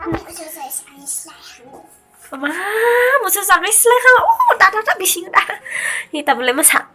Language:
Kok Borok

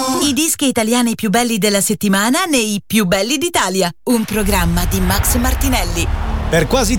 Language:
Italian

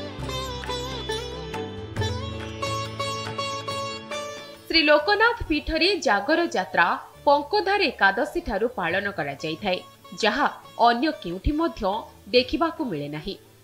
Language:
Odia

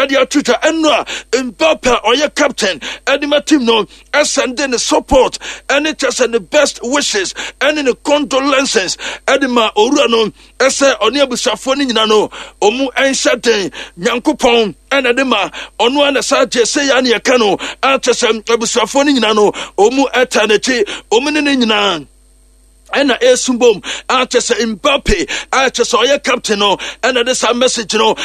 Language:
Akan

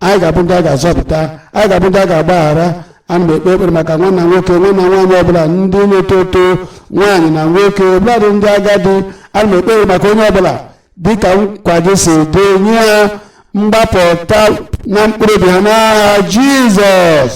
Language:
Igbo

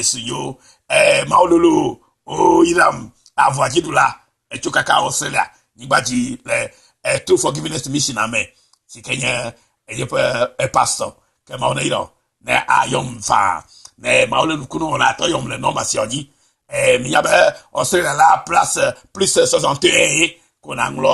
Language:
Ewe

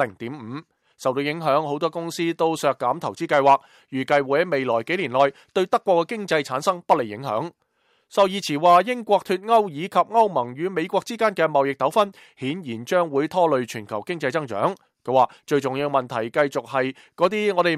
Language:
Cantonese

